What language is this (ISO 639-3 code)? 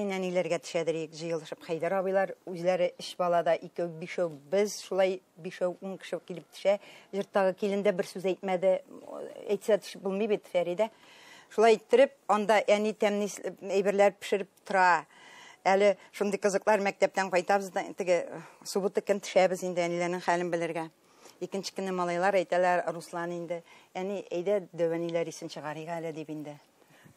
tat